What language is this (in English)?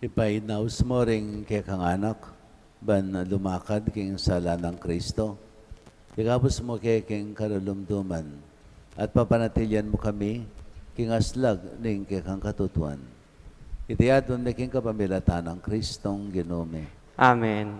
Pampanga